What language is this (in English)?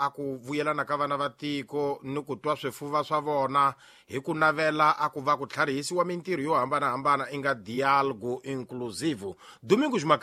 Tsonga